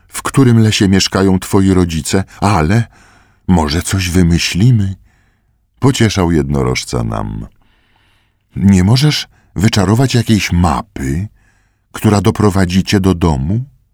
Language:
Polish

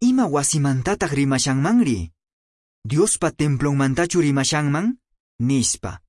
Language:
Quechua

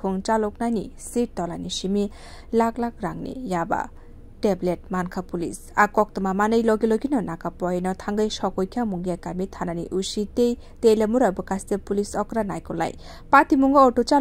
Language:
Kok Borok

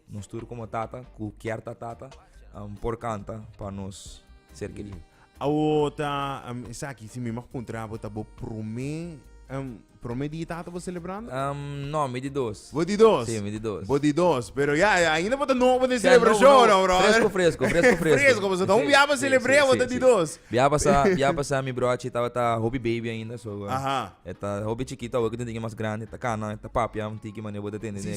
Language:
Papiamento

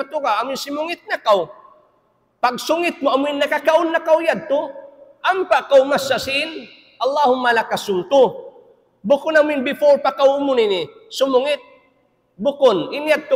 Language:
Tausug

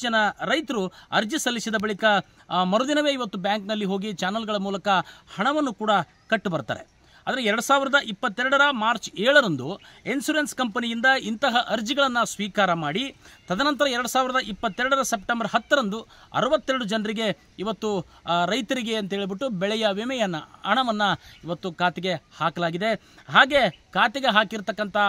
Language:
Kannada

